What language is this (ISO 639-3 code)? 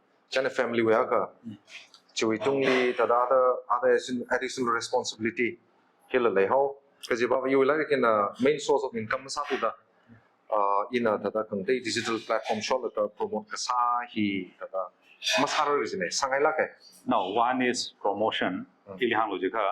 nmf